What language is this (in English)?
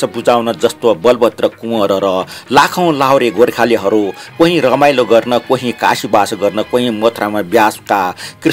Newari